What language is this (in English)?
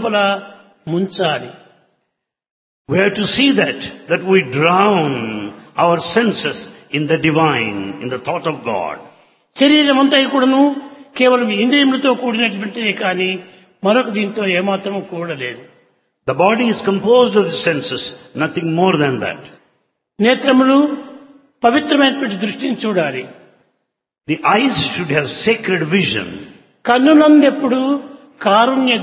Telugu